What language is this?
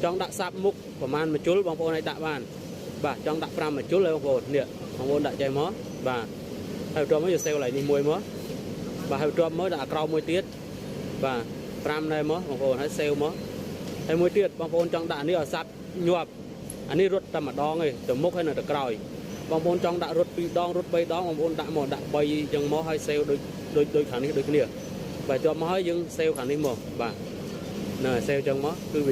Khmer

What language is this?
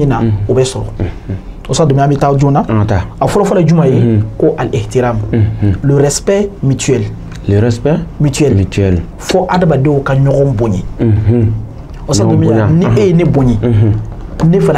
Bambara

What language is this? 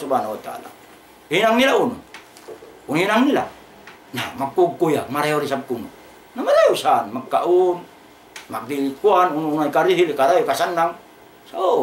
Tausug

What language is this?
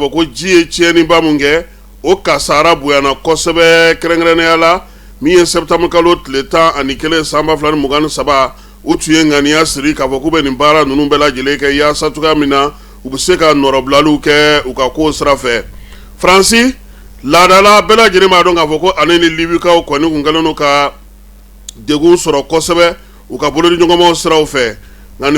Bambara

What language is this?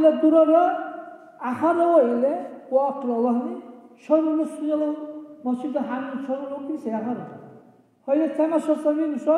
Dargwa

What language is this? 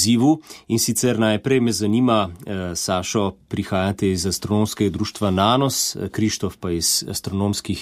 Slovenian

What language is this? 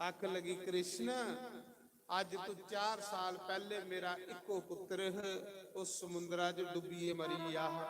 Dogri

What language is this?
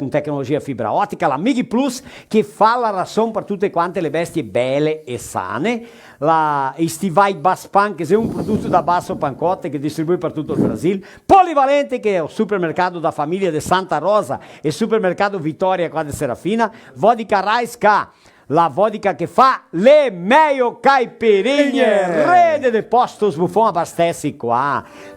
Venetian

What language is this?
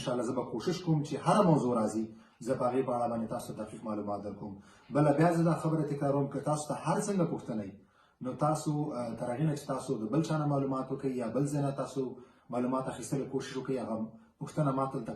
Pashto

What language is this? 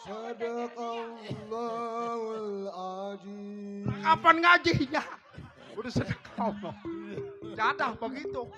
Betawi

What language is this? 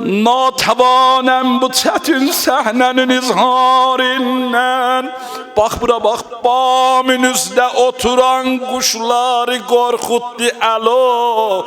South Azerbaijani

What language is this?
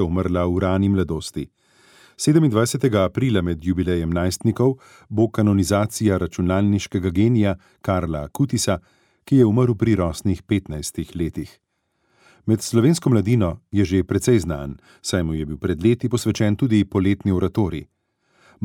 Slovenian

